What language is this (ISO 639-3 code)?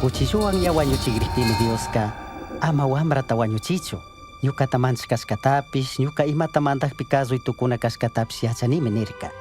qug